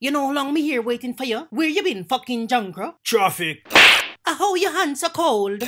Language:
Jamaican Creole English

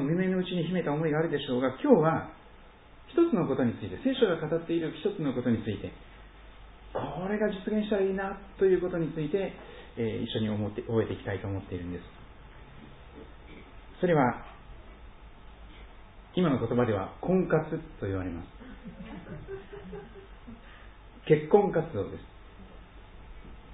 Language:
Japanese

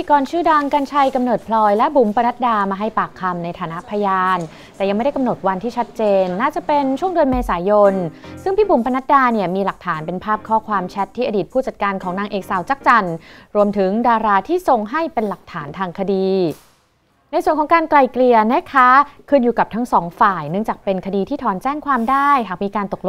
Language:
Thai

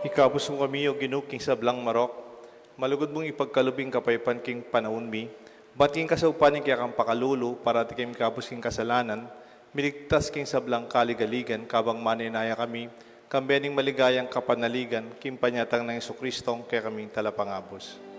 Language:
Pampanga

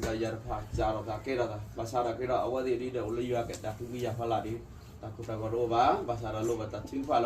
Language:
S'gaw Karen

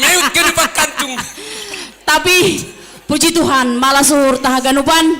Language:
Batak Simalungun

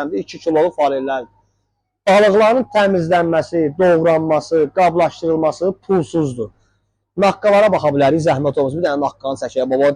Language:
Azerbaijani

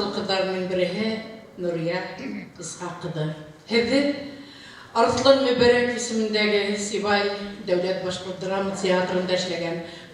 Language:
Bashkir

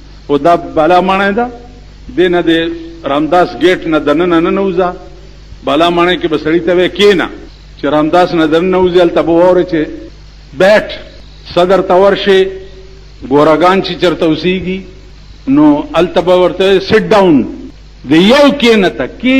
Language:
Pashto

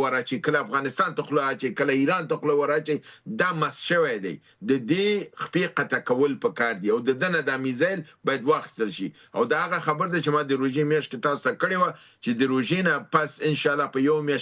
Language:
Pashto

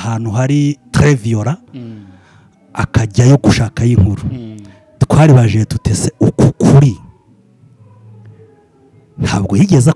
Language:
Kinyarwanda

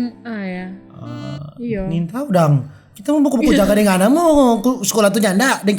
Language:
Manado Malay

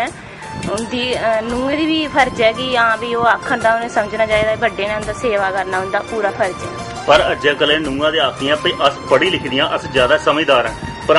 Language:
Dogri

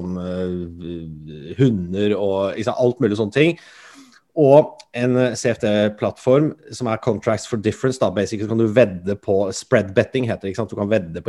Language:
Norwegian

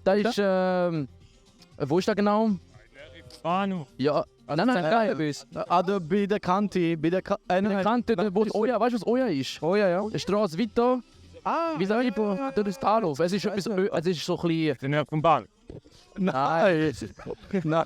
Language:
Swiss German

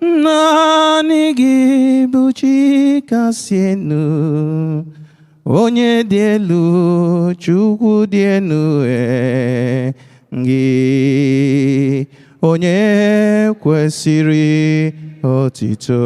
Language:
Igbo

